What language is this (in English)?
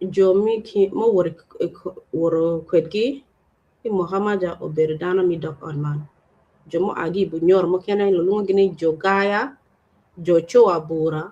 Acoli